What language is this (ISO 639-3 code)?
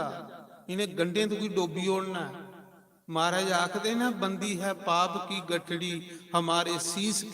doi